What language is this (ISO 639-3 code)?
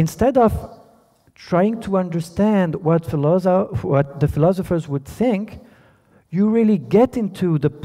eng